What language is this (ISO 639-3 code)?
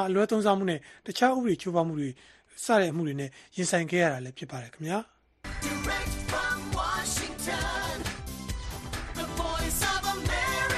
mya